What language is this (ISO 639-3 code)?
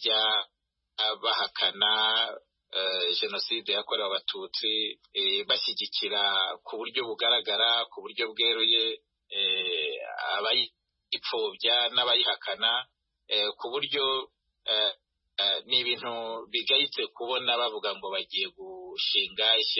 kin